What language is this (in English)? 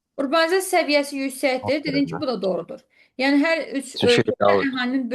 Azerbaijani